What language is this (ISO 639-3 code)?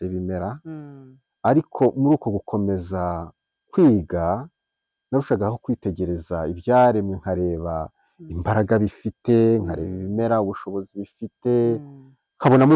kin